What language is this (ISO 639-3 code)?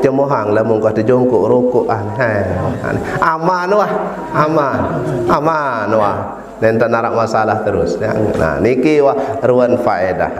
sas